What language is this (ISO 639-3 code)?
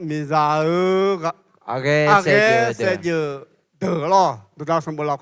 ahk